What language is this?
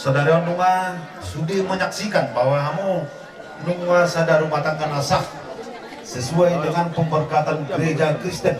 Batak Toba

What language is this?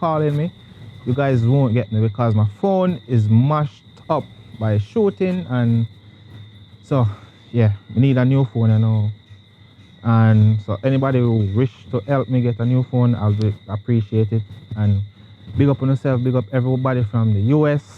Jamaican Creole English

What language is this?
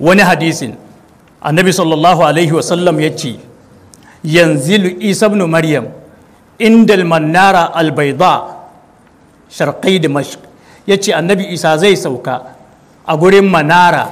Hausa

